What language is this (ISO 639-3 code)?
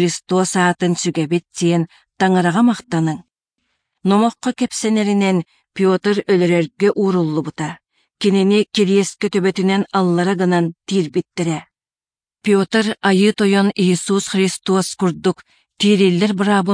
sah